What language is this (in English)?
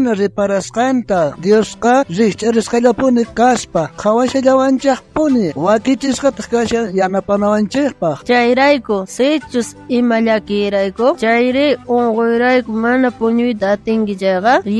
South Bolivian Quechua